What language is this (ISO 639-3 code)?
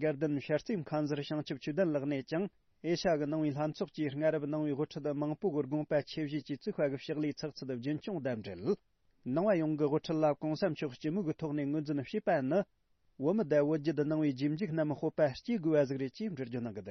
bod